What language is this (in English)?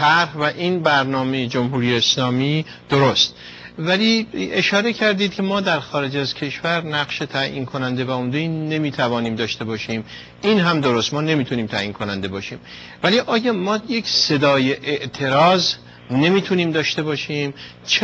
Persian